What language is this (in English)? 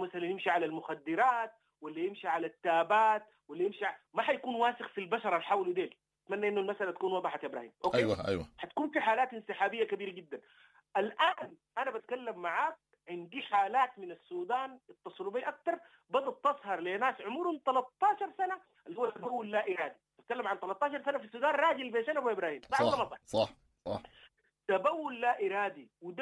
Sudanese Arabic